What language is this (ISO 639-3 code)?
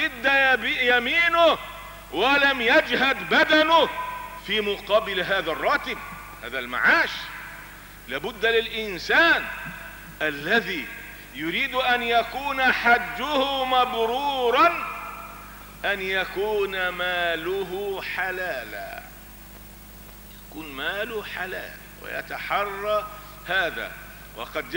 ara